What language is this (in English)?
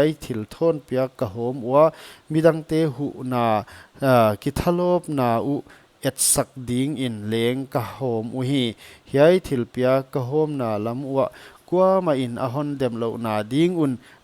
Paite Chin